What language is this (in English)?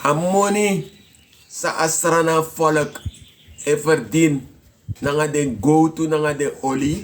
Sranan Tongo